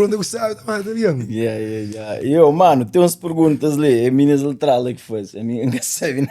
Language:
Kabuverdianu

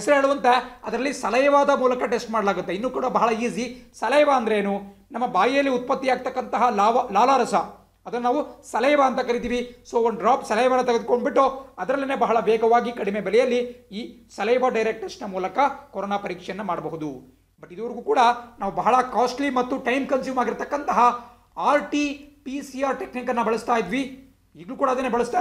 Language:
Kannada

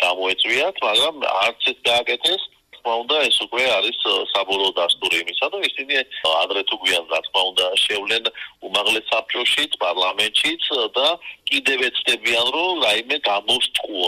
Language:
Georgian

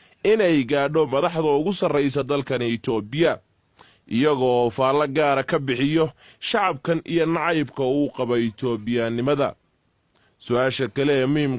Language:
Somali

